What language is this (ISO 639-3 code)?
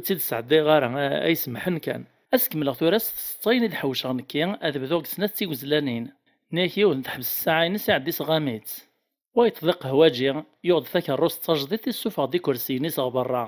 kab